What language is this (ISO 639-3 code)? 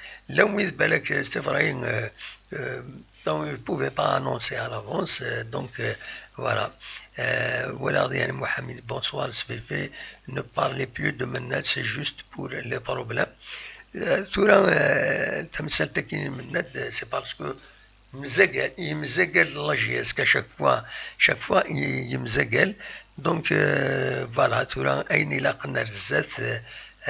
kab